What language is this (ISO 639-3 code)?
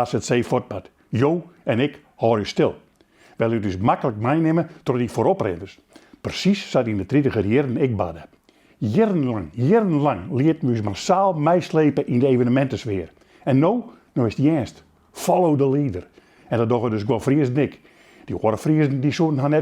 fry